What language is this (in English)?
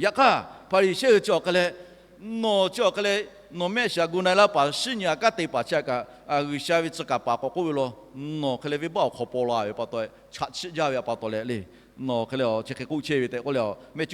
Lahu